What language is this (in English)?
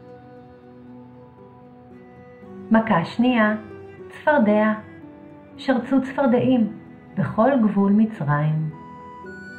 Hebrew